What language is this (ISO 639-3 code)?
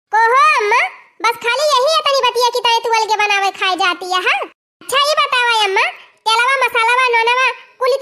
awa